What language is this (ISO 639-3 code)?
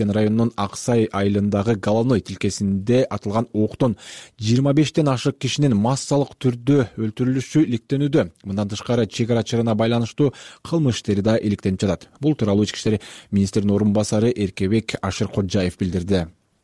kir